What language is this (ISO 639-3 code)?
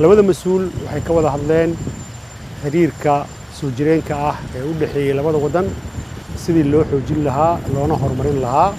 som